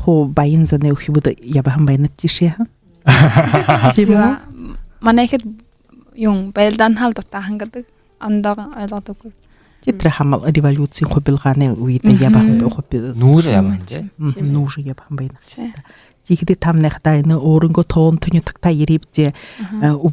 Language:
Buriat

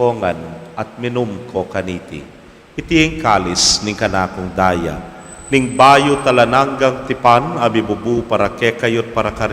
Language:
Pampanga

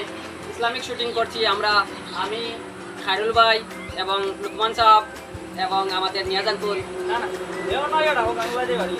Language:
Sylheti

